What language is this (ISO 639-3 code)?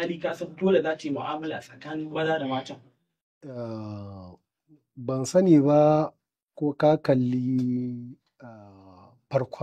hau